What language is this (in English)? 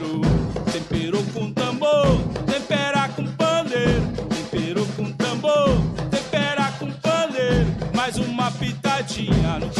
Portuguese